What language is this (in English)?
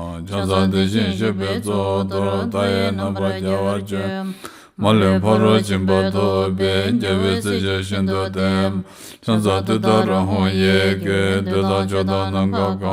Tibetan